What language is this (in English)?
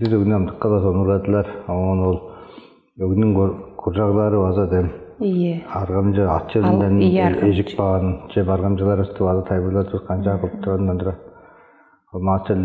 Tuvinian